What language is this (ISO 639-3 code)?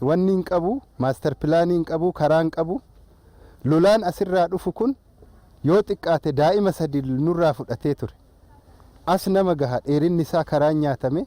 orm